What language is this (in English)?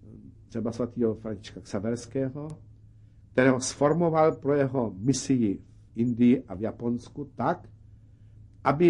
Czech